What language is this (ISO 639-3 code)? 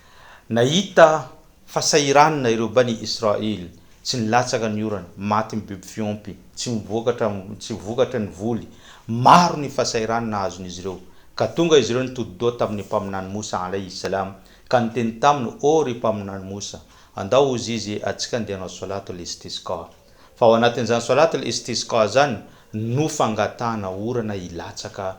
mlg